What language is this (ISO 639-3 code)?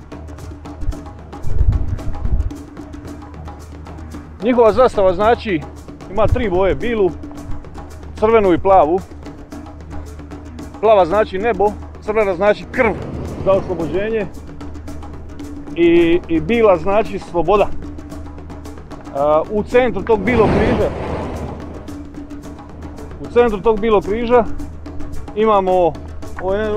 hrv